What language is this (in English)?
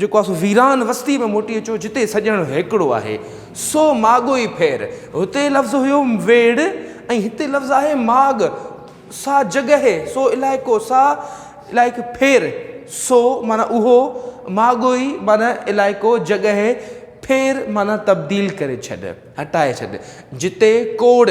Sindhi